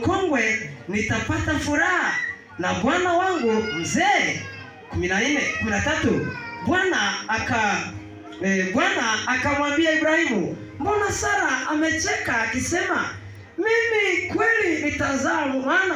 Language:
Swahili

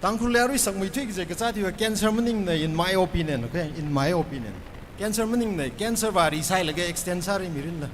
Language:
Tangkhul Naga (India)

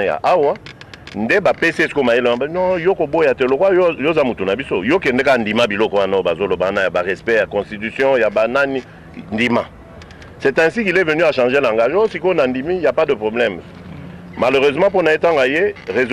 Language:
Lingala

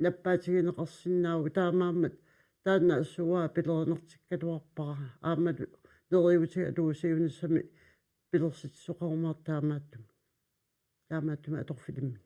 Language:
Kalaallisut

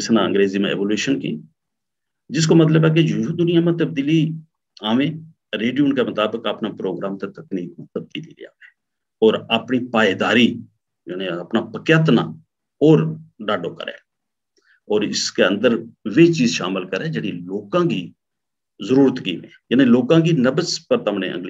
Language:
Gujari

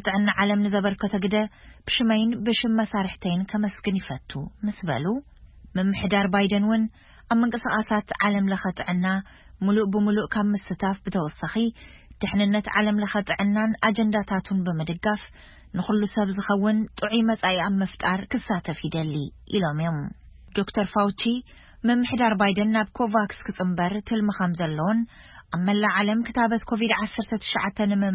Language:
Tigrinya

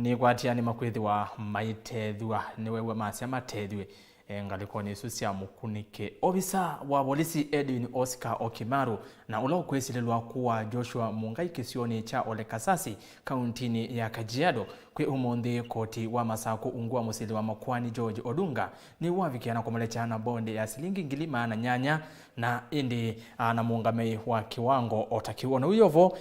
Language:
Kamba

